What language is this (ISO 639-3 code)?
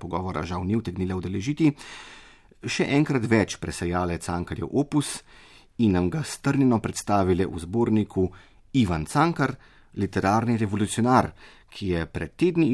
slv